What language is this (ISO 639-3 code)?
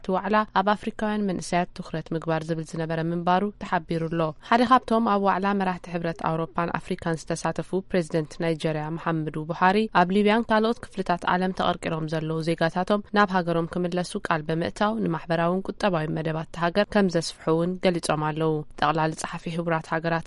tir